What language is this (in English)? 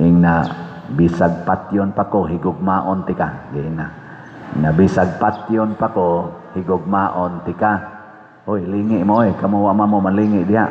Cebuano